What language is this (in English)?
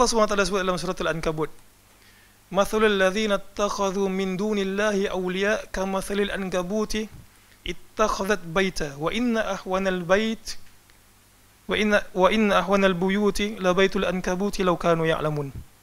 Malay